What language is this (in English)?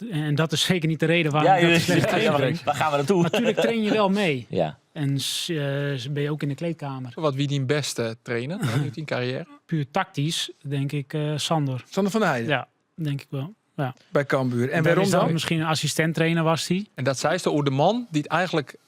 Western Frisian